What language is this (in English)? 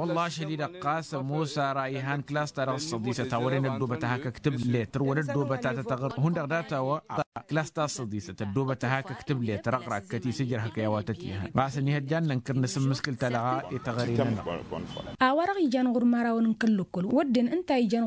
Tamasheq